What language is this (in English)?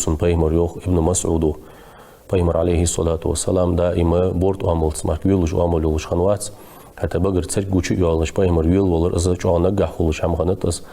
Ingush